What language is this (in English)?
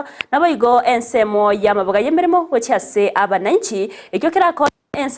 Gusii